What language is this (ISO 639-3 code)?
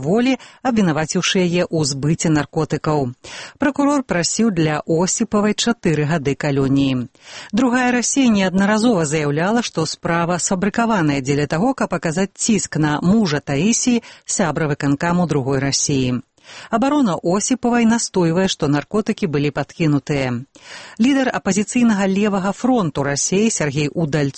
bel